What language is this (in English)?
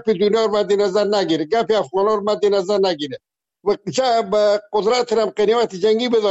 Persian